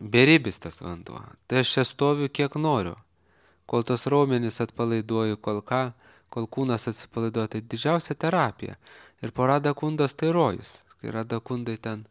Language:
Lithuanian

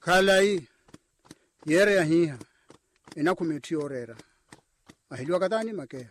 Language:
Makhuwa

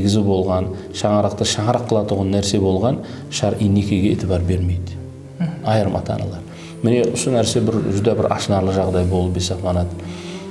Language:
Kara-Kalpak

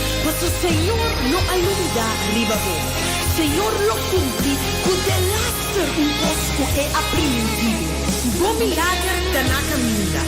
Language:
Papiamento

